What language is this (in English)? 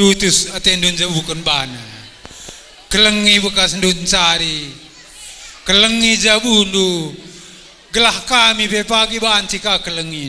Batak Karo